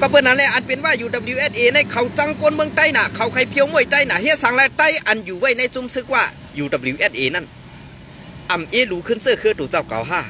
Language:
Shan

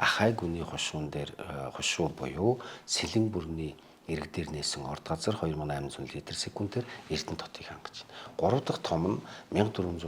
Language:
Mongolian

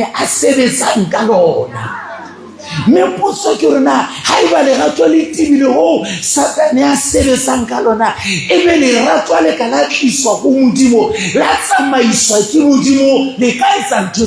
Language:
Southern Sotho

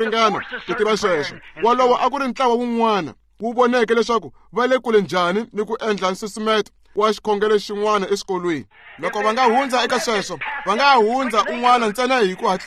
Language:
Tsonga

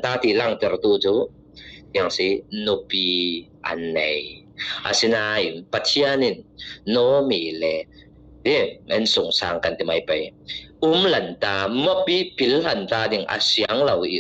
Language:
Falam Chin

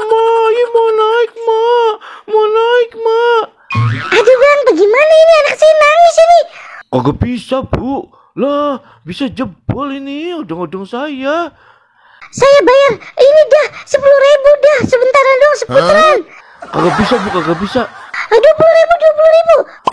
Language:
Betawi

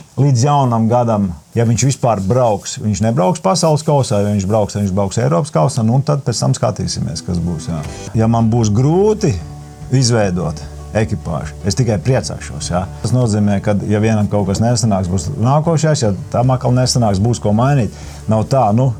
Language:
Latvian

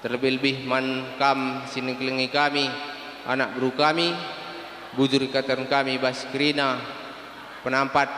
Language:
Batak Karo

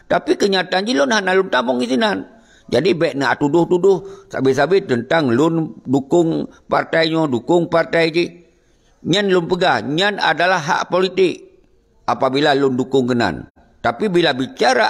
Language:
Achinese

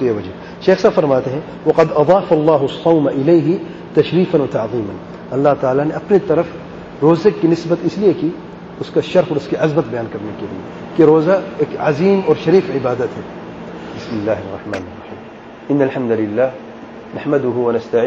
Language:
Urdu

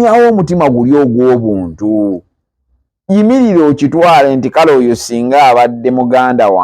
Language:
Ganda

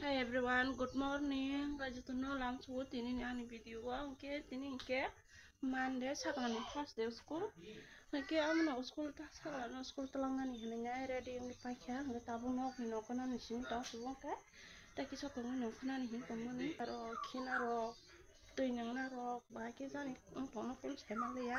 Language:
Kok Borok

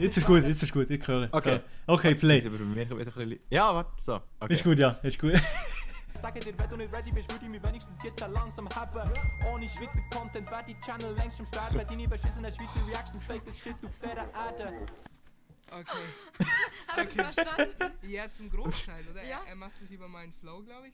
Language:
Swiss German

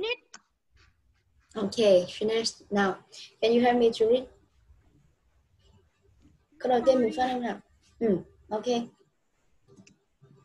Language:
Vietnamese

